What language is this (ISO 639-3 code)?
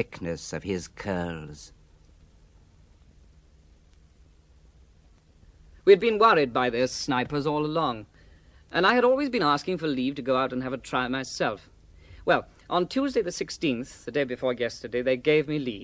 eng